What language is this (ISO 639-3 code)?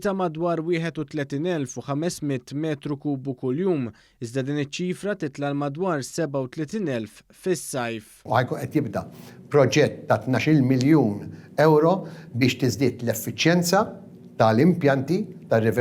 mlt